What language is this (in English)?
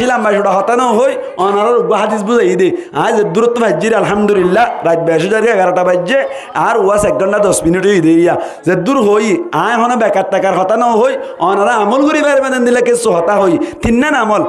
Rohingya